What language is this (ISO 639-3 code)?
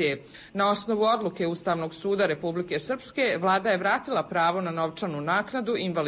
bos